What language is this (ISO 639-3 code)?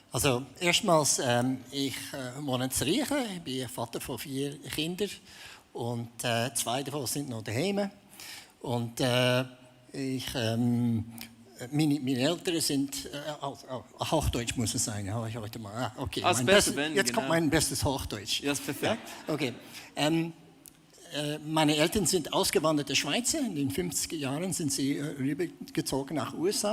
gsw